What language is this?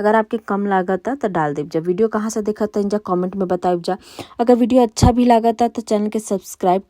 Bhojpuri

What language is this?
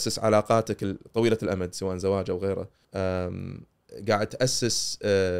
Gulf Arabic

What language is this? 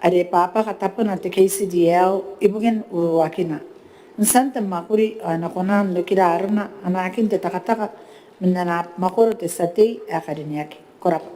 Gilbertese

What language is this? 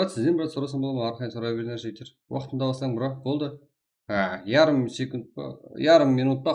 Kara-Kalpak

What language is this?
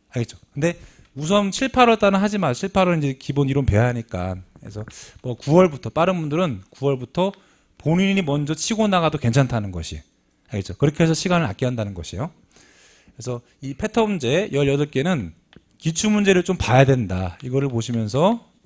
Korean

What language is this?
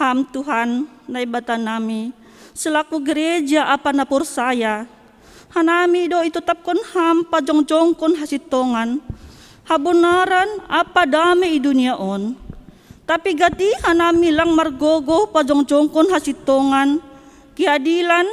Batak Simalungun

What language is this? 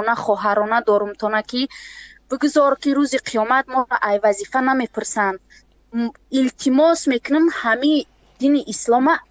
Tajik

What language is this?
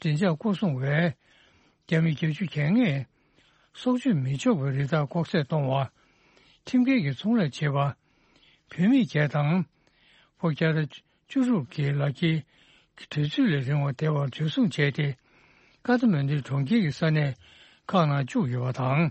Tibetan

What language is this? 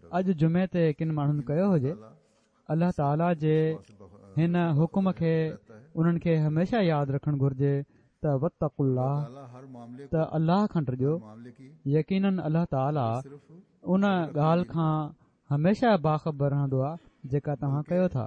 Sindhi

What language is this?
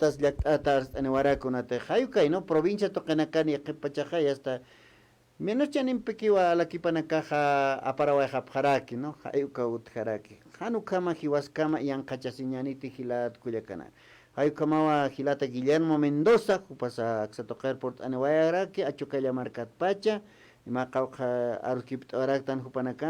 Aymara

